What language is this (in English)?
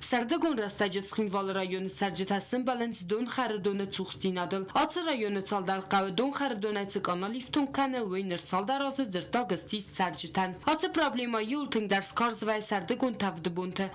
Ossetic